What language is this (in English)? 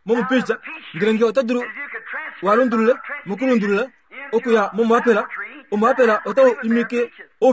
Kuanyama